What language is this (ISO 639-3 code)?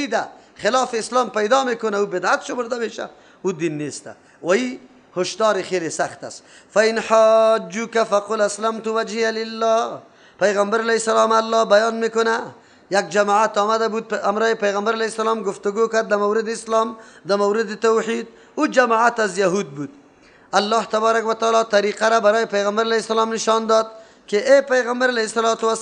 fas